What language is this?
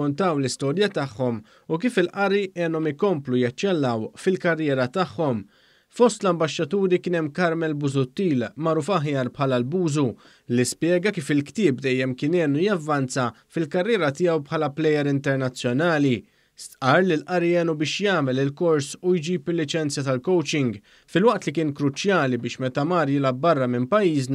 Maltese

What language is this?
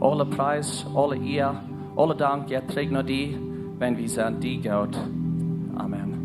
Plautdietsch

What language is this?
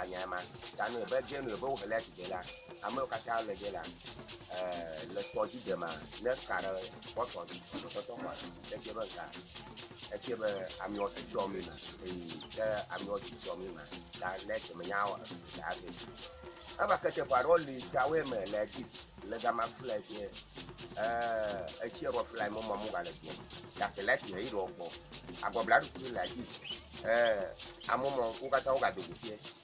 Ewe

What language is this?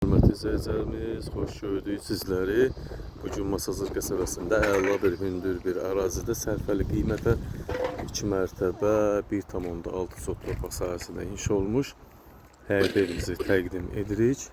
Azerbaijani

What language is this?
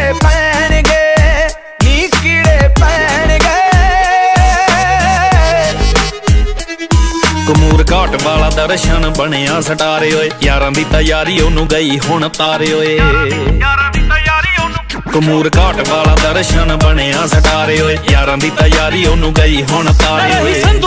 Punjabi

